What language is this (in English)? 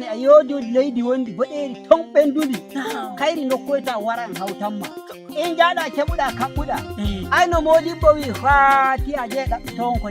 Nigerian Fulfulde